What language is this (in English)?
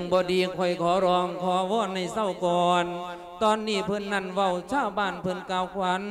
Lao